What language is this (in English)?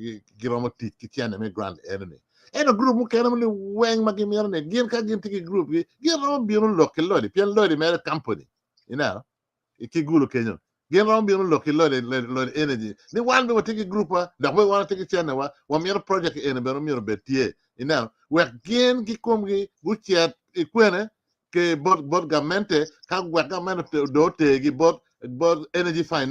Acoli